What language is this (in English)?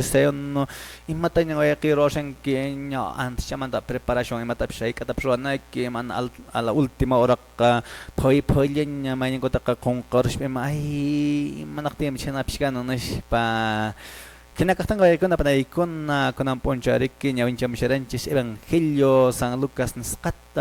Quechua